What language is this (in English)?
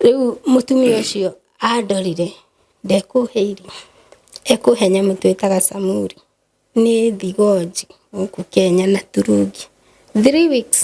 Kikuyu